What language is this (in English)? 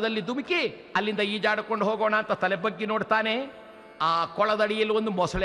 Kannada